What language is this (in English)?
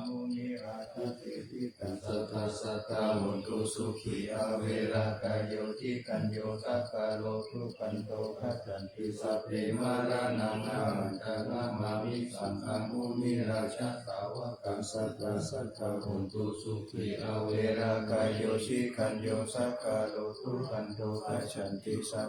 Pali